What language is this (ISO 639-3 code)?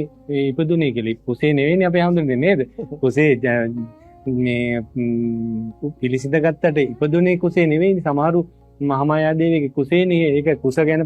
sin